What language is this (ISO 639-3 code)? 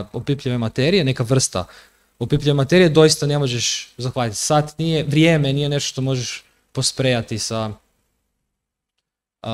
hrv